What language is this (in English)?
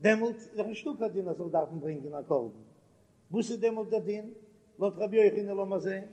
Yiddish